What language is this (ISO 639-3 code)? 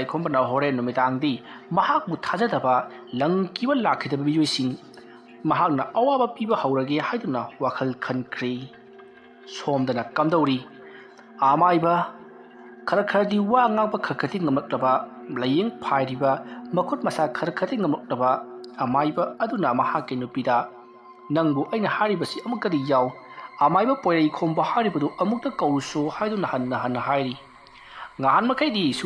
mni